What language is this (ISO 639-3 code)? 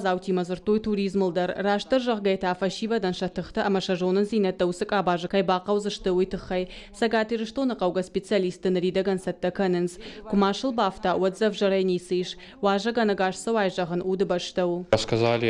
oss